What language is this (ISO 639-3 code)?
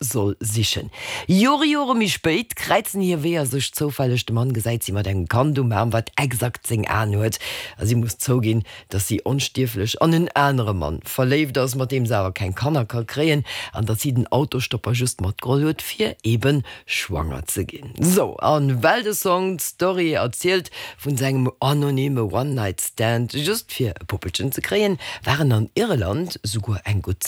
ltz